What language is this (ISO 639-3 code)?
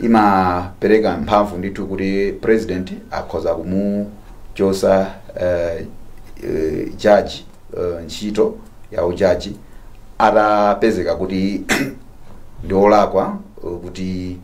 nya